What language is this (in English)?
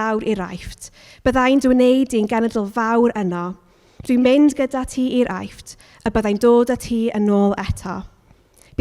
Welsh